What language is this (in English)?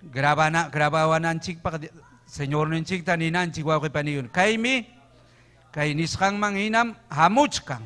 Ayacucho Quechua